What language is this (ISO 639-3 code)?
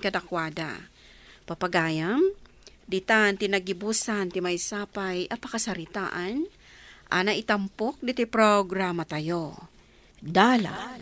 ilo